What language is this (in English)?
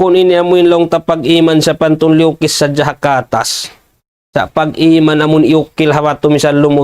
Tausug